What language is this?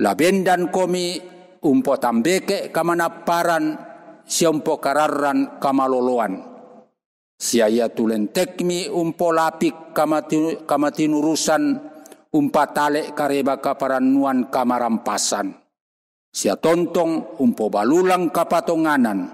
Toraja-Sa'dan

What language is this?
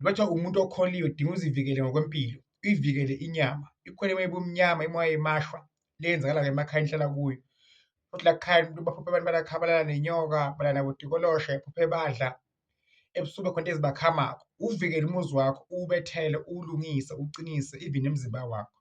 Zulu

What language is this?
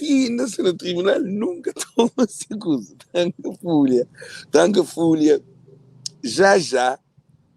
Kabuverdianu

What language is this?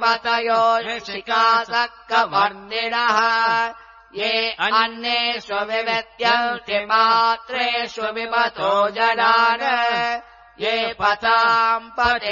Sanskrit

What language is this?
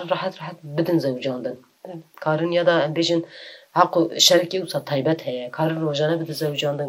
Kurdish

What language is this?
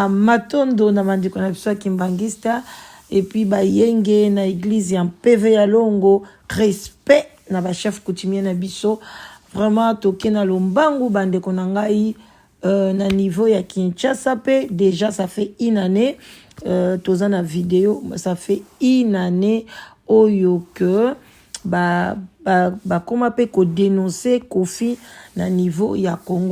Lingala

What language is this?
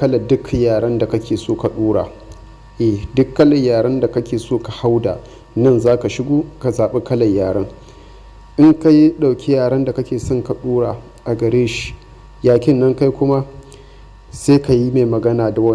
Hausa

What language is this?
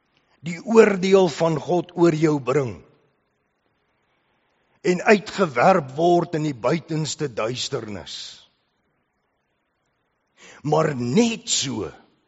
Afrikaans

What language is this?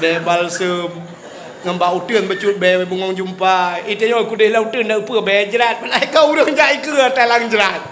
Achinese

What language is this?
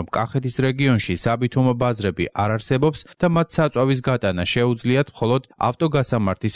Georgian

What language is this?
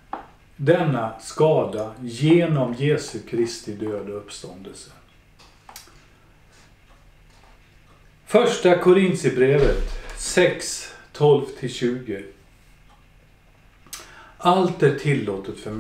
Swedish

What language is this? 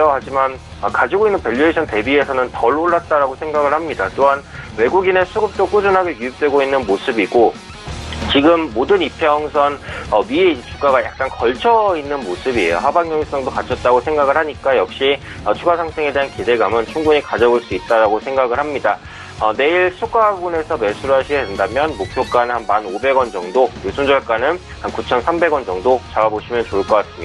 Korean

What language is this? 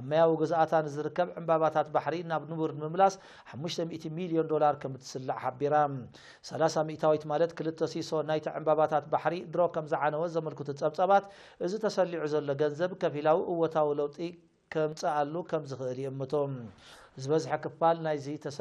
Tigrinya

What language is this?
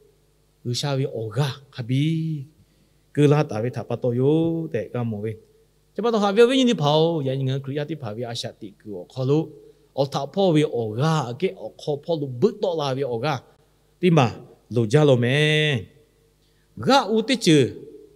Lahu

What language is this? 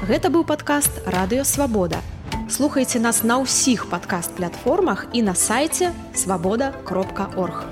Belarusian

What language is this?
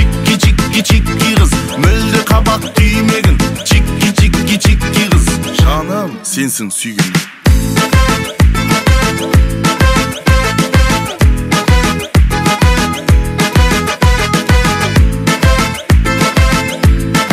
Kazakh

